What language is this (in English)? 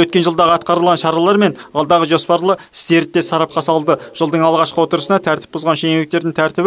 Kazakh